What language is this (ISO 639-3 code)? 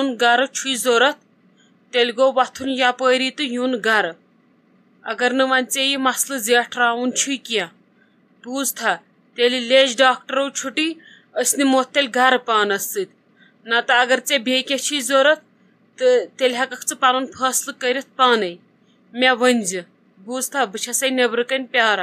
kas